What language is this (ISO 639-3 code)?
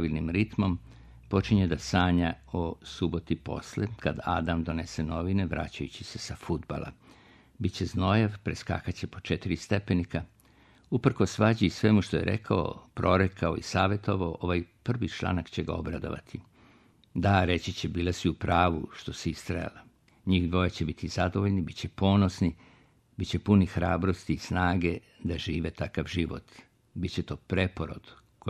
srp